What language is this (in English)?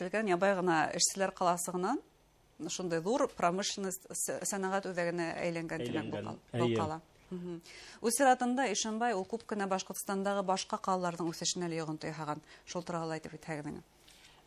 Bashkir